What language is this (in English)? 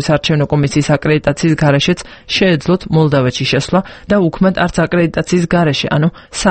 Georgian